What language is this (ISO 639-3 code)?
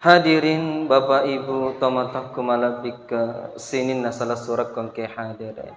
bug